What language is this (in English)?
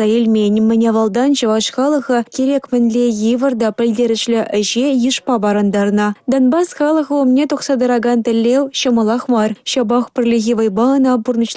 Chuvash